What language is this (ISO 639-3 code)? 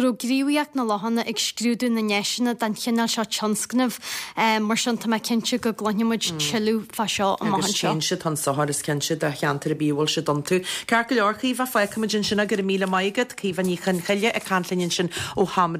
gle